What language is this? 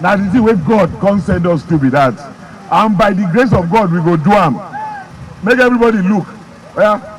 Nigerian Pidgin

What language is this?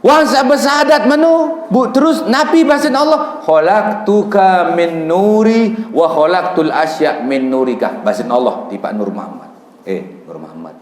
Sasak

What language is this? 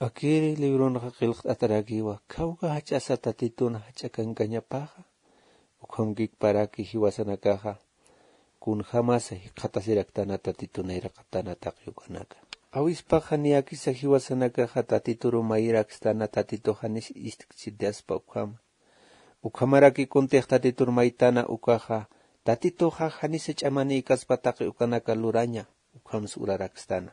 Aymara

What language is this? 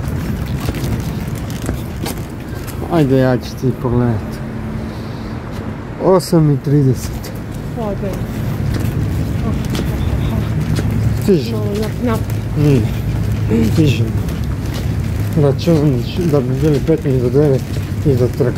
Croatian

